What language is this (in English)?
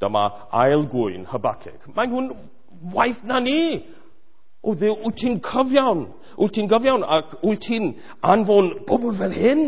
Welsh